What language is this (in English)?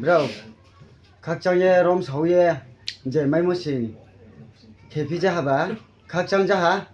Riang (India)